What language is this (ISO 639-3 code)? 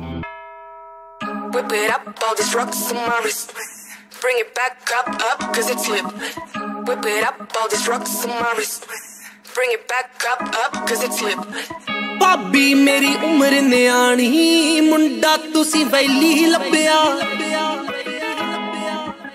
pan